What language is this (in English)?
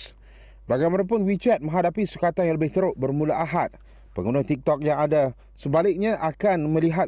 Malay